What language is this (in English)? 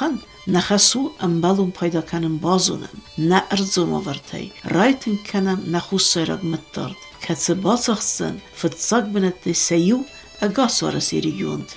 Ossetic